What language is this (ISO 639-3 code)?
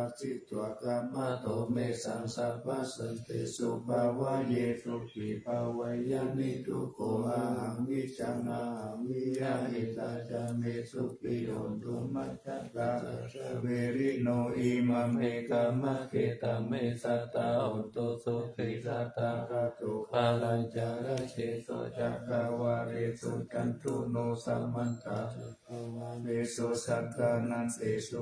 pli